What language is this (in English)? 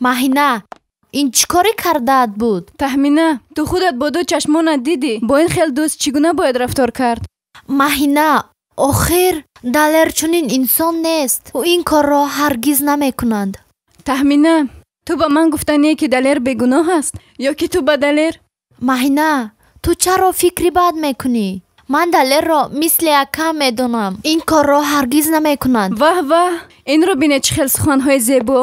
Tajik